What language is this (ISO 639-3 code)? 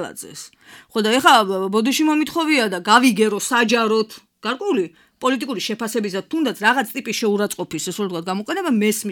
kat